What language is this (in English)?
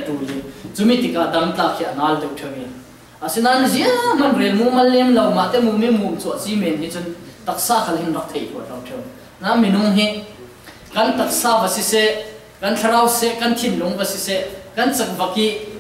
Falam Chin